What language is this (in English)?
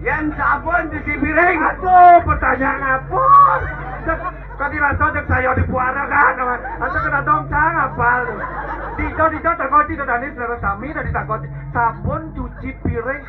Balinese